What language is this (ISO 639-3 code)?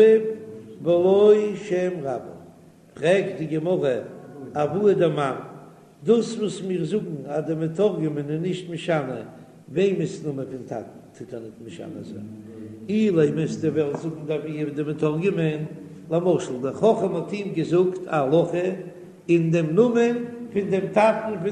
yid